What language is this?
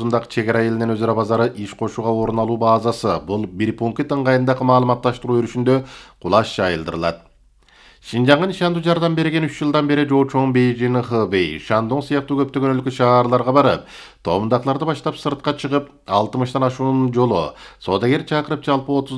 Kyrgyz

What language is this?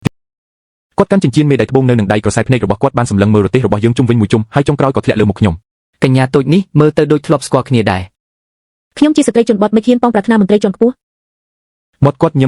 Khmer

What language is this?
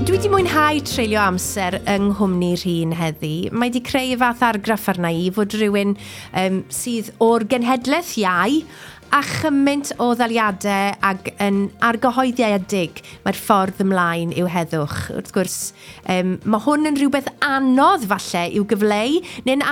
Welsh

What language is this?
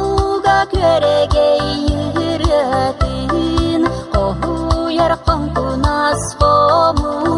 Yakut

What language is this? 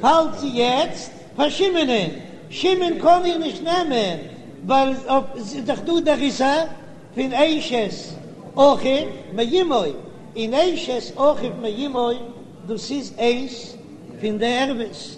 Yiddish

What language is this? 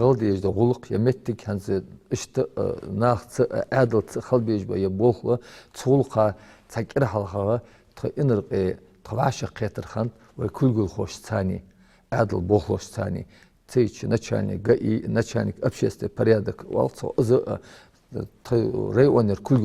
Ingush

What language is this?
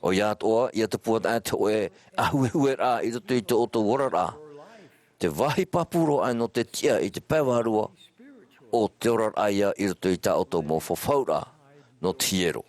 Tahitian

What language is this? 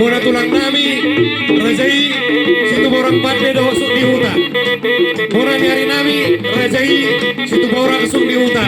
Batak Toba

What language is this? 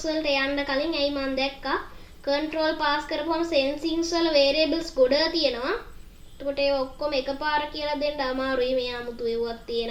Sinhala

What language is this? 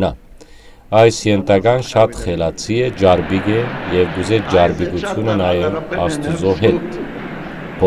Western Armenian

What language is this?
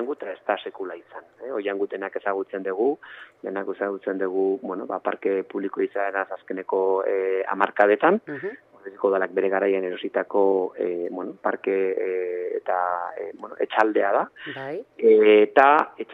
Basque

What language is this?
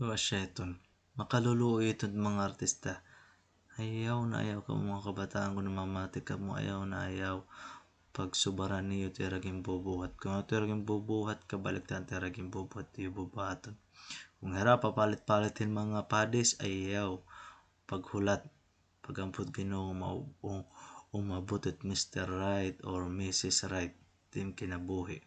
Waray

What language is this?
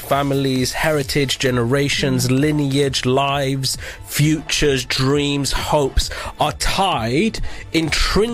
English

